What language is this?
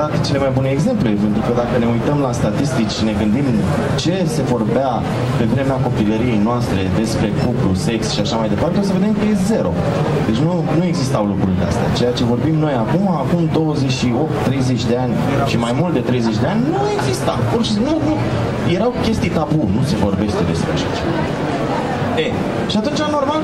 Romanian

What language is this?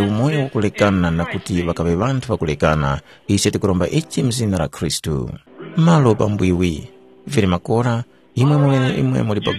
Tumbuka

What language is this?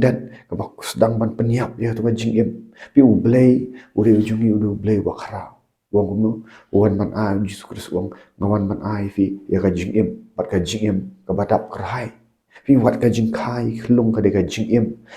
Khasi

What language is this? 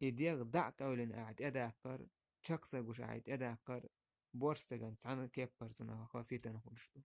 Chechen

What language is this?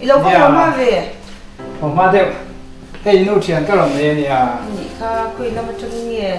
Mizo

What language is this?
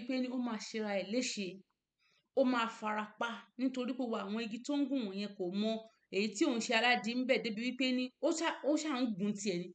Yoruba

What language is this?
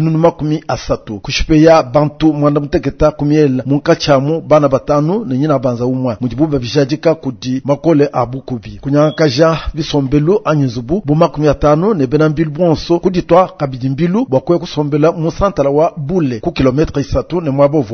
Luba-Lulua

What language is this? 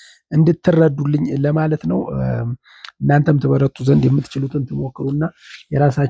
Amharic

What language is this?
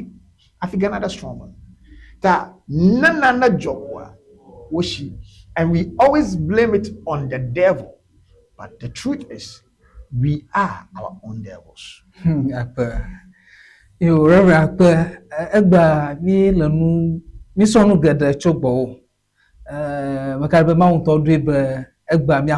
Ewe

